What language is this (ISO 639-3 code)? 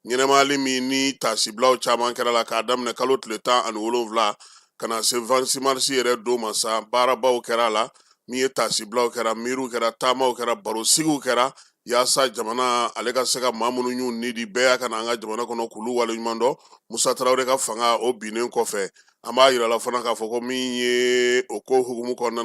bam